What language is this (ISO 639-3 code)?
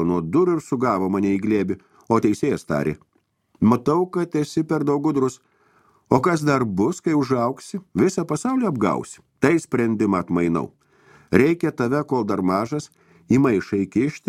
lit